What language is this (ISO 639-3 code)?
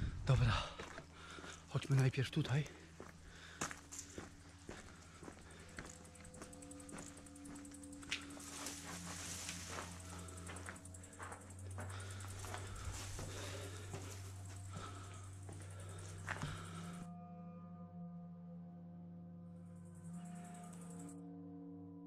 pol